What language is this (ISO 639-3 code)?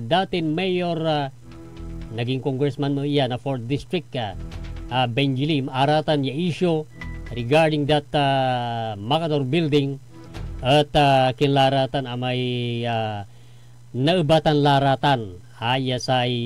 pag